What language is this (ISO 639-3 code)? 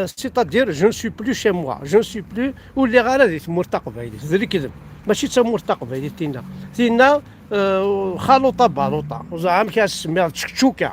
kab